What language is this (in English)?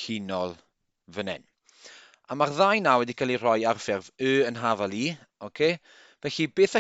Welsh